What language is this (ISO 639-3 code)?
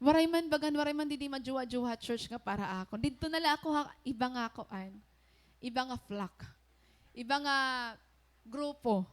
war